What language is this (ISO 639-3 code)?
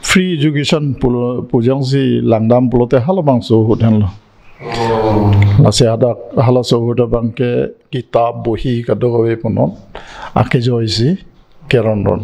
mjw